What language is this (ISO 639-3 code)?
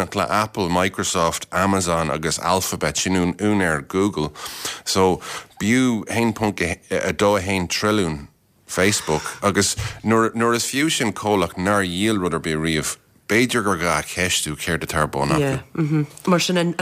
gle